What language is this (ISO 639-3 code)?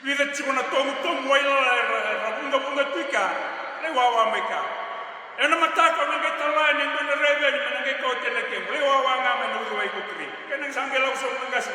fij